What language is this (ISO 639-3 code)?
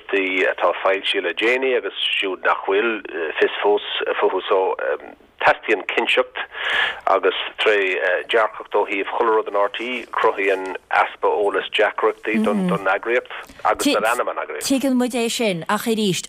gle